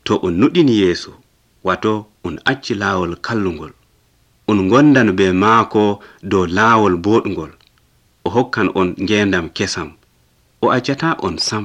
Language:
Nigerian Fulfulde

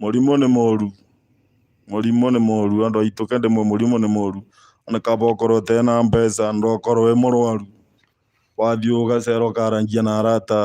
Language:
Kikuyu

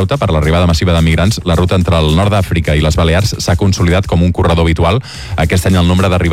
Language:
Catalan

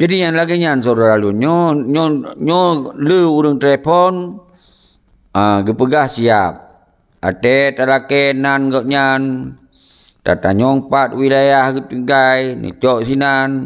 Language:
Achinese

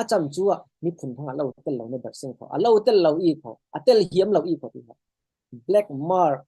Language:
Falam Chin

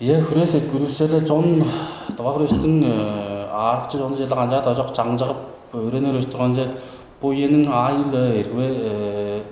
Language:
Tuvinian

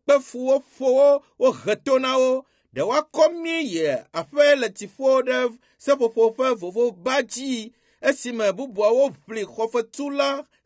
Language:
Ewe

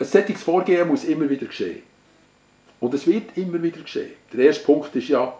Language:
Swiss German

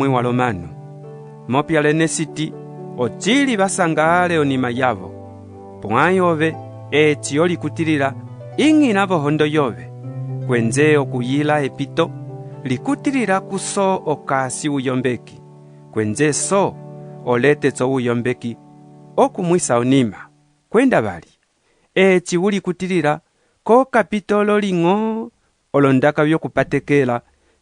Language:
Umbundu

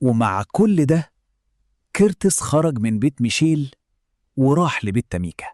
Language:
Egyptian Arabic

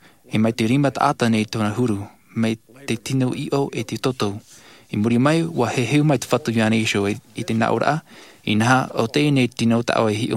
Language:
Tahitian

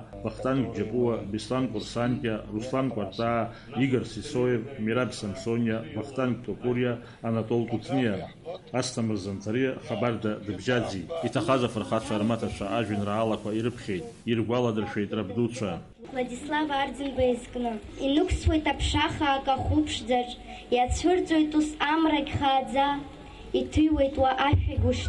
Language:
Abkhazian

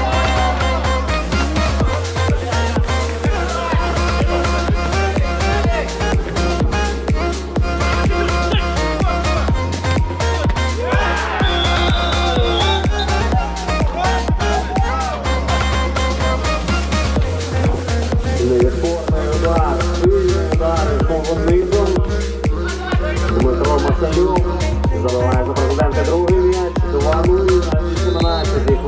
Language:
Ukrainian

